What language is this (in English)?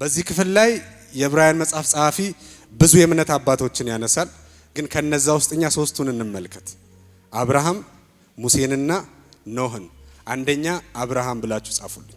Amharic